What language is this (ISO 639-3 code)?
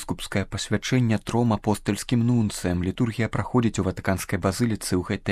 bel